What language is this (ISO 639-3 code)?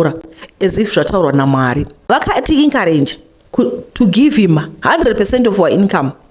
sna